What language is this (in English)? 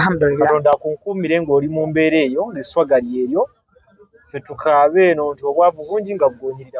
Ganda